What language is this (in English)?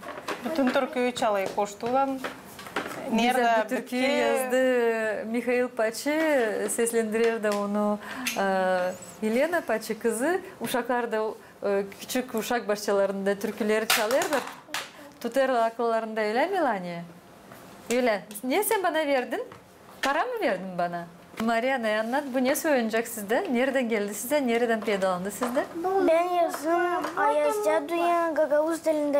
Gagauz